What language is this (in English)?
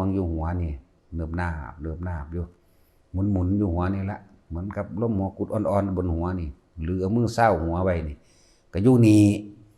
Northeastern Thai